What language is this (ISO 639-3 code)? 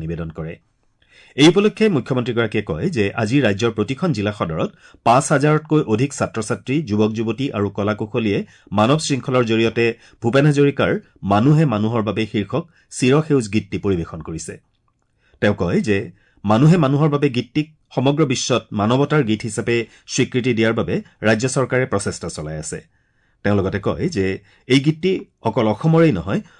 asm